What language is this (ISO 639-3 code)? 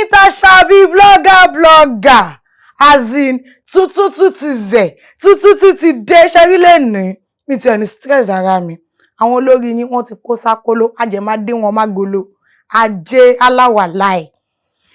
yor